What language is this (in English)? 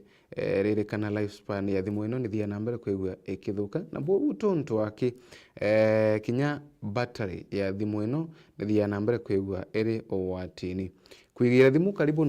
Meru